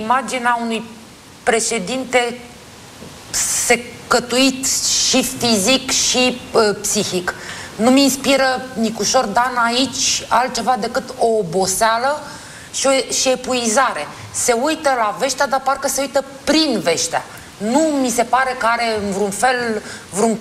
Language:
Romanian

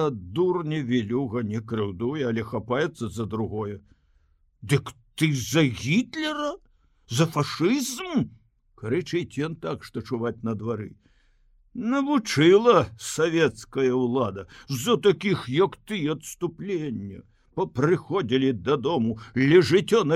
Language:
Belarusian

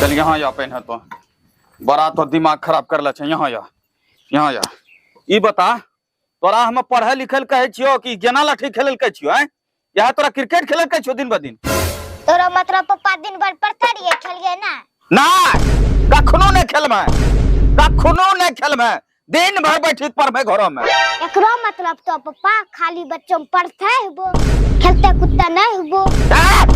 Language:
Angika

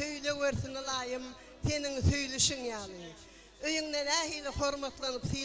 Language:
Turkmen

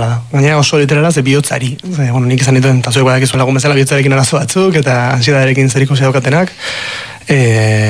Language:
Basque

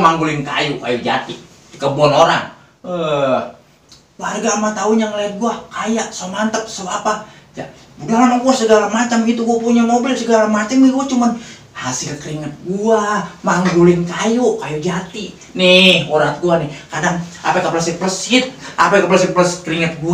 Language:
Betawi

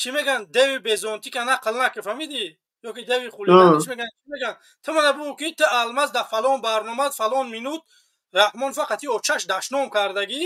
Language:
Tajik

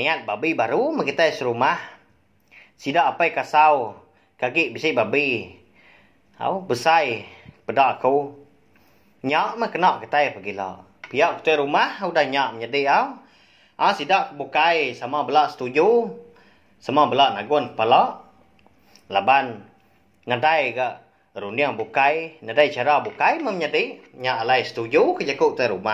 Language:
Iban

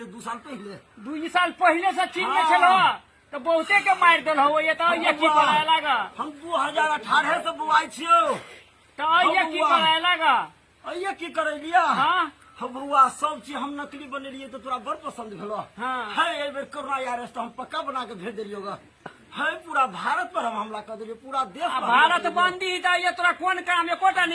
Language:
Maithili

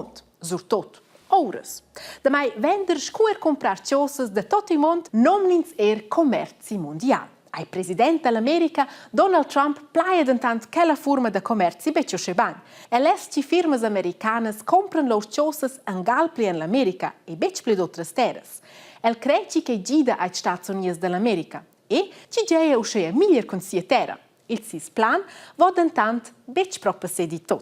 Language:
Romansh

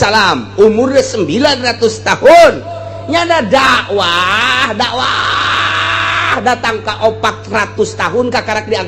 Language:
Sundanese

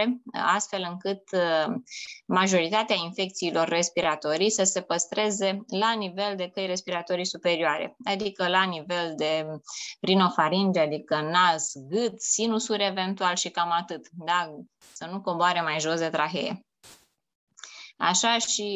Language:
Romanian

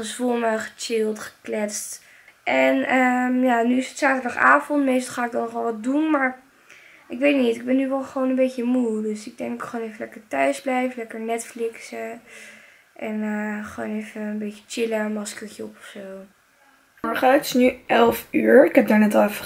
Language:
Dutch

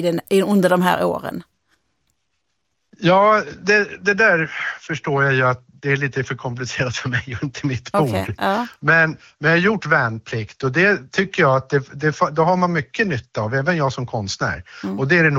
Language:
Swedish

